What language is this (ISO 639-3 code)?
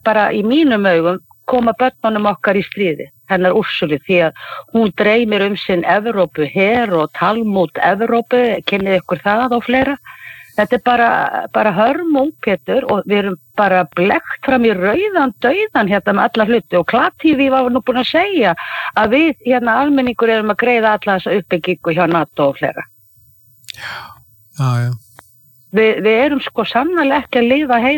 isl